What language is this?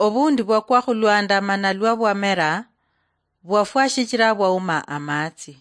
Luyia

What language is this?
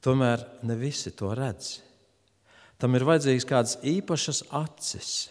Latvian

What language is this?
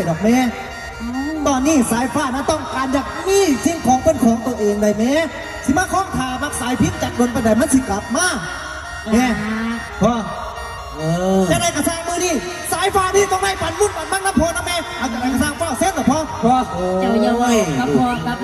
Northeastern Thai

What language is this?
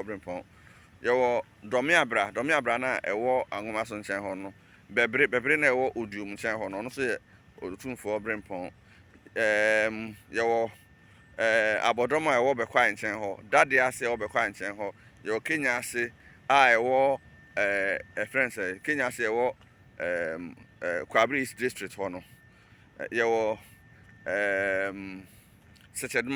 Akan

